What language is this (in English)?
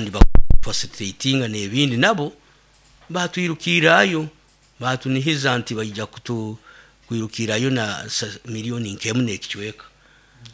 Nyoro